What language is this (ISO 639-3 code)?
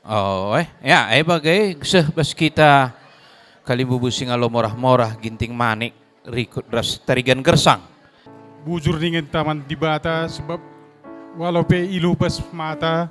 btx